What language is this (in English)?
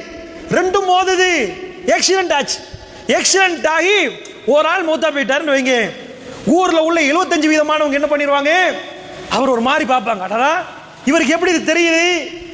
Tamil